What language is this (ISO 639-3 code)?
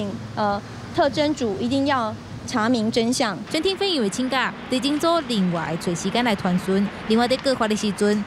zho